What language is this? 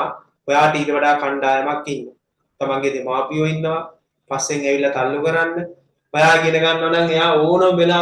Sinhala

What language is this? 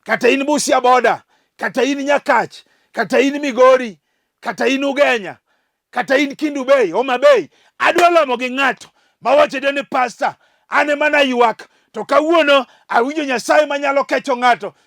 Luo (Kenya and Tanzania)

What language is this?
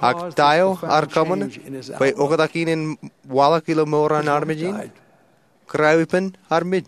Marshallese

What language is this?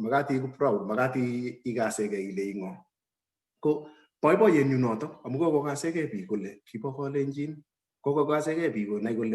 Kalenjin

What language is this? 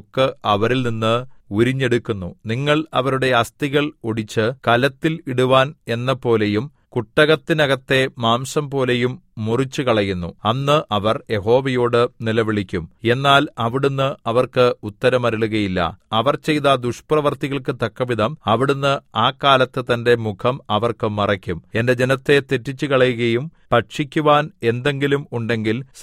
Malayalam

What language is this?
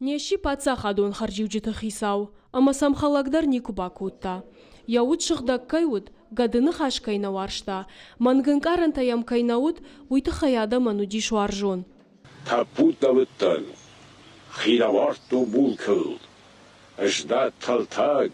Ossetic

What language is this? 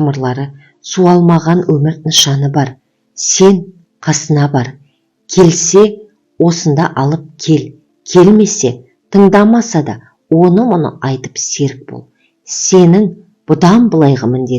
Kazakh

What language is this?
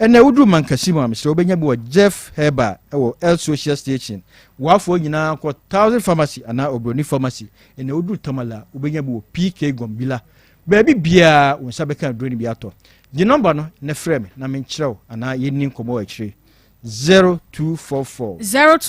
Akan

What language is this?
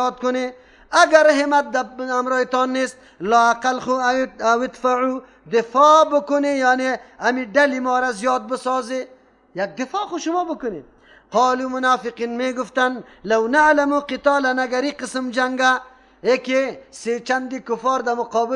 Persian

